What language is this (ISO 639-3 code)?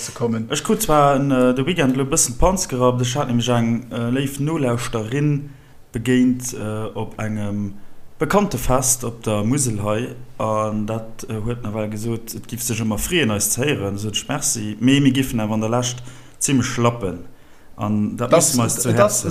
ltz